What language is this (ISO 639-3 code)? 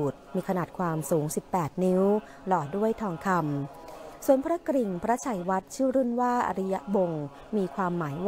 tha